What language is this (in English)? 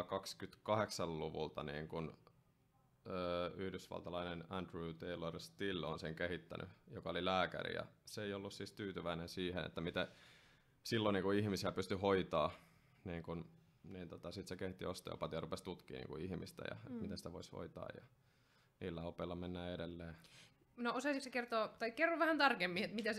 Finnish